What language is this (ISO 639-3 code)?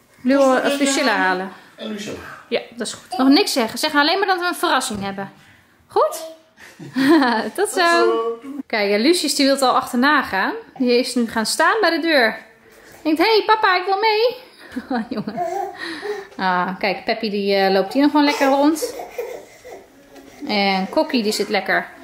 nld